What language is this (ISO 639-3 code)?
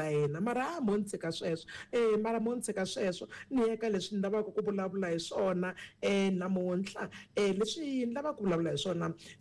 tso